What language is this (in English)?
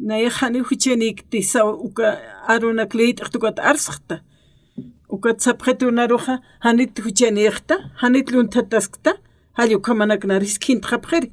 Aymara